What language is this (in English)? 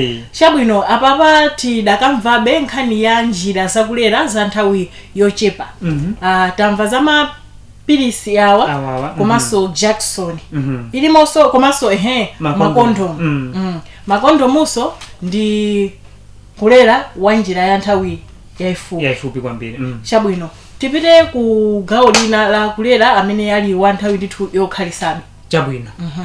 Nyanja